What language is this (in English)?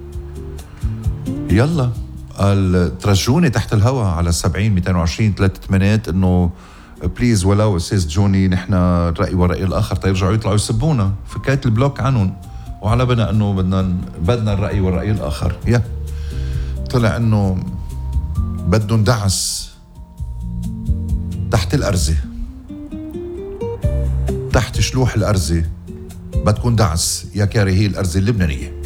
North Levantine Arabic